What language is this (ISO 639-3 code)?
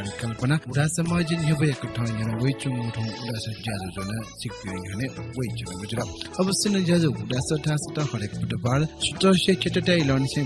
new